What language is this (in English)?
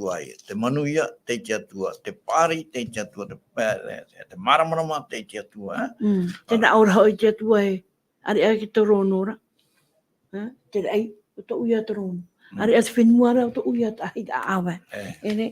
Tahitian